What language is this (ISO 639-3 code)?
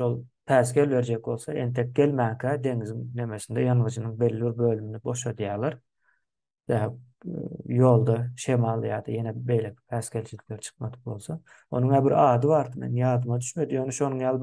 tuk